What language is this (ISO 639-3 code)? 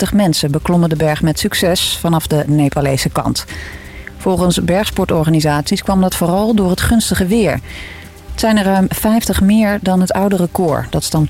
nld